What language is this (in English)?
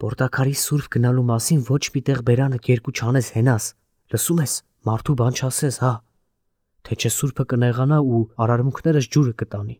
Armenian